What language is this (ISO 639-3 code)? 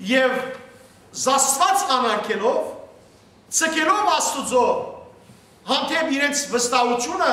hyw